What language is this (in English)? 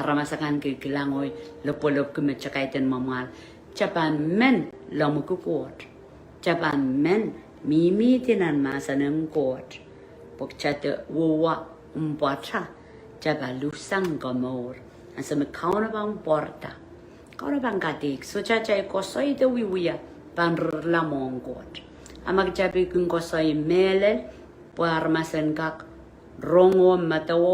Pohnpeian